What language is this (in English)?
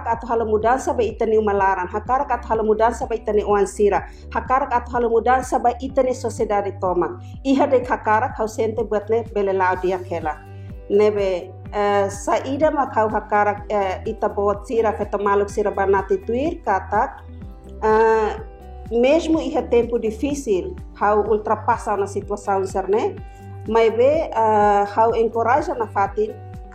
Tetum